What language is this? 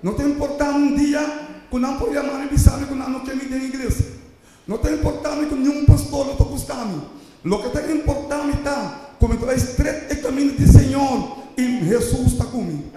Papiamento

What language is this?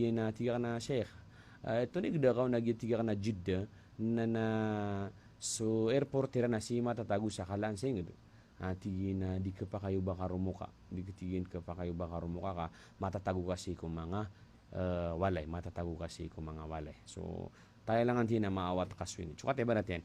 Maranao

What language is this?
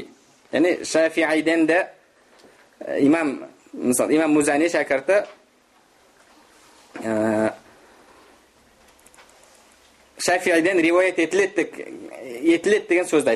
Kazakh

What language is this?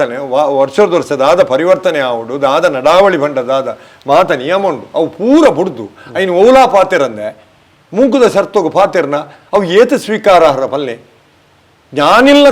Tulu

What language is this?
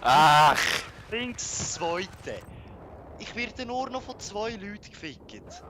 Swiss German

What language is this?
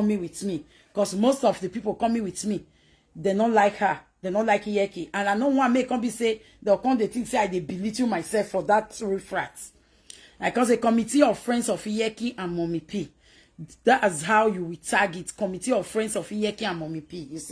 Nigerian Pidgin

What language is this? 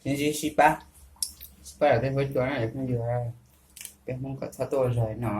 Hmong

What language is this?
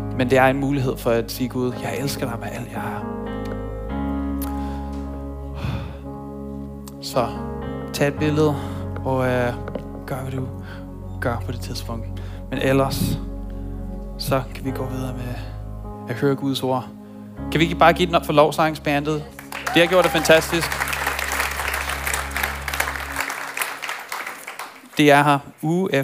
Danish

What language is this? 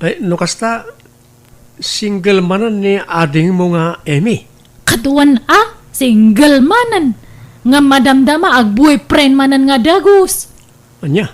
Iloko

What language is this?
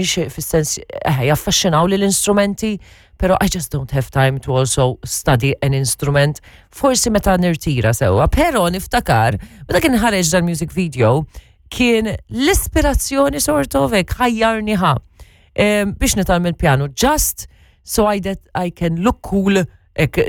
Maltese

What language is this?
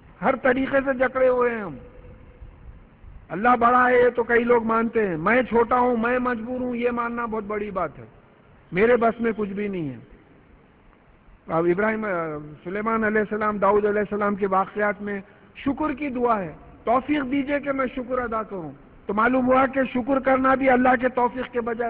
Urdu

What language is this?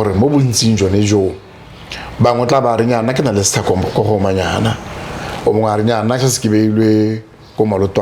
Tswana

